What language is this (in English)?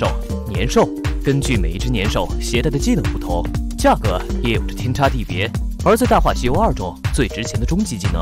Chinese